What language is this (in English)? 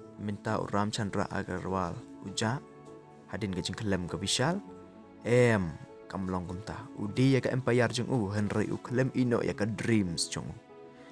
Khasi